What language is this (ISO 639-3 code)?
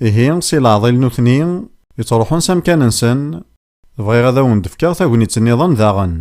kab